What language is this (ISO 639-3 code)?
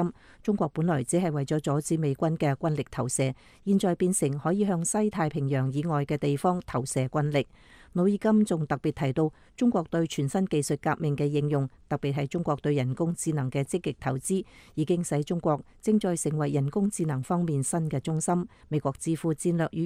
yue